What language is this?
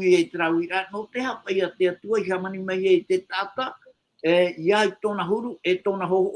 Tahitian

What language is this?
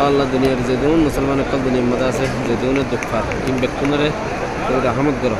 Rohingya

